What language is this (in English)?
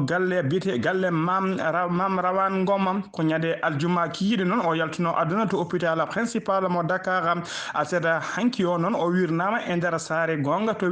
Fula